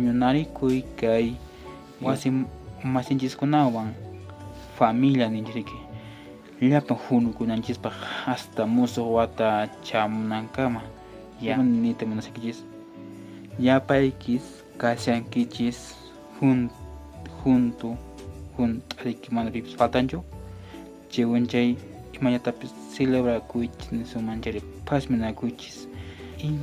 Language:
Quechua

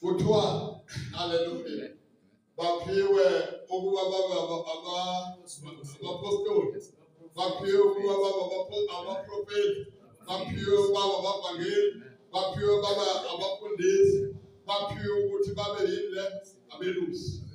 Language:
Zulu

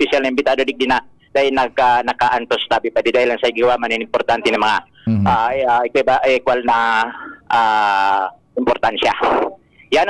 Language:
Bikol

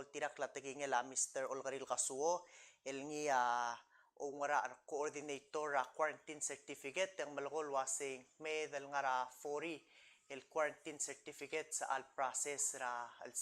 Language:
Palauan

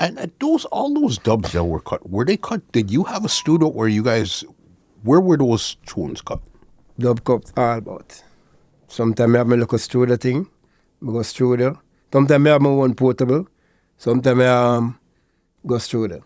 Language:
Jamaican Creole English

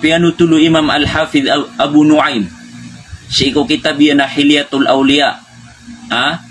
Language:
Maranao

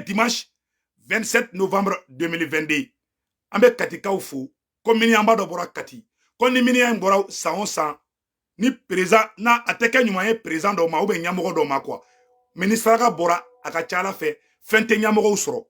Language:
Bambara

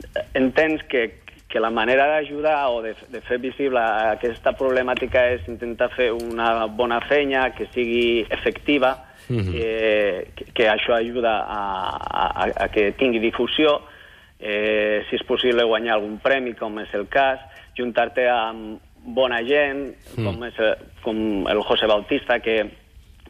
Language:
Catalan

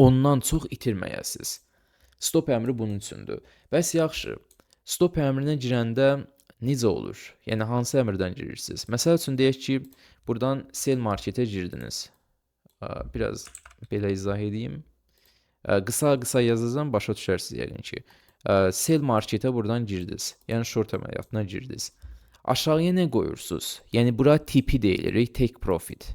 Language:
Azerbaijani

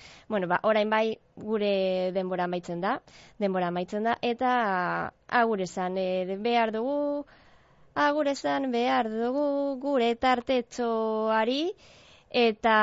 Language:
Basque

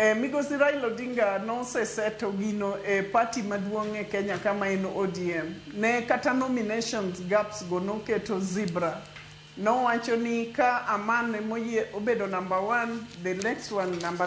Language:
Luo (Kenya and Tanzania)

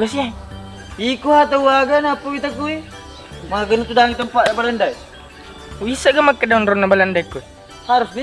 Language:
Buginese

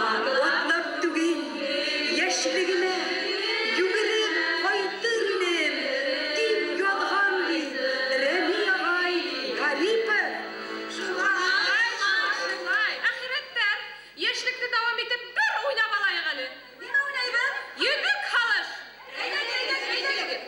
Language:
Bashkir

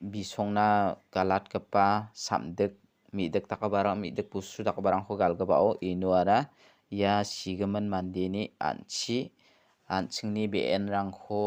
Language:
Garo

